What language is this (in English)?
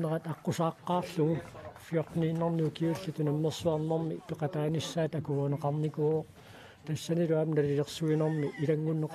Kalaallisut